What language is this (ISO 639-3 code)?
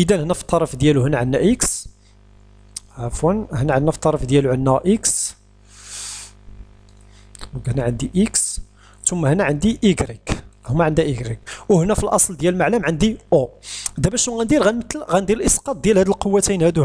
ary